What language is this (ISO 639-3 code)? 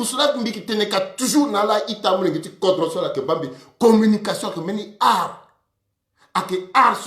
sag